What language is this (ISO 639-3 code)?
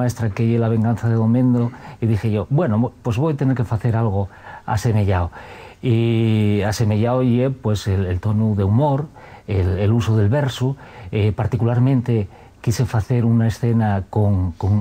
ast